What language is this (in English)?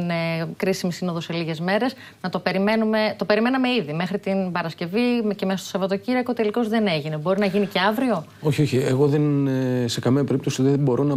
Greek